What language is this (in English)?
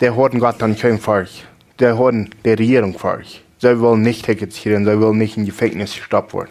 Plautdietsch